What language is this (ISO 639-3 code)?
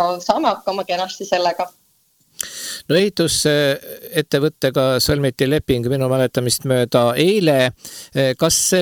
est